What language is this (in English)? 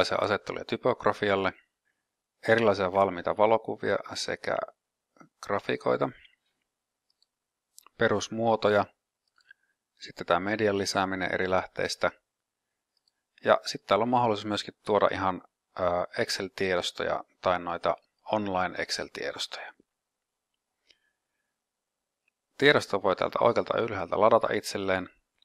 Finnish